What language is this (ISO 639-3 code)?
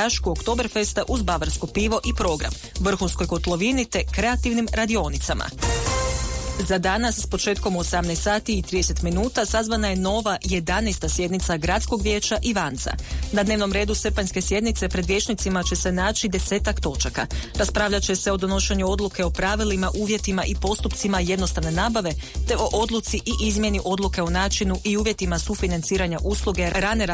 hrv